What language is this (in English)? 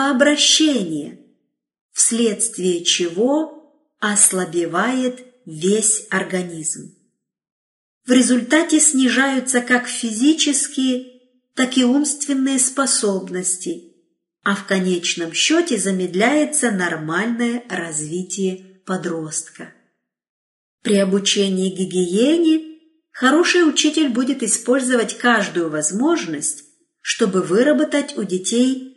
Russian